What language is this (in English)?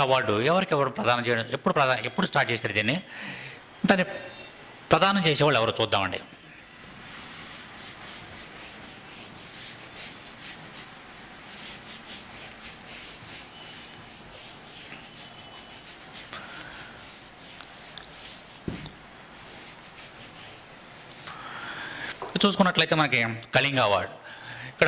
Telugu